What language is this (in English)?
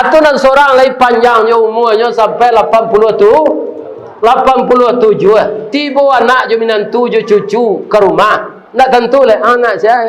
Minangkabau